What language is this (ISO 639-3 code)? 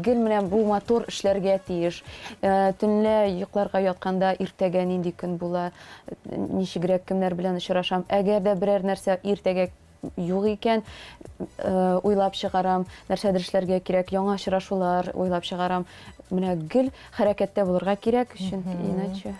tat